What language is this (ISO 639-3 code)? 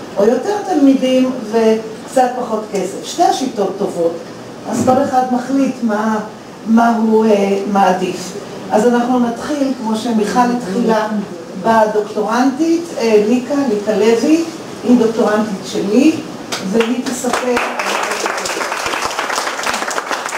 heb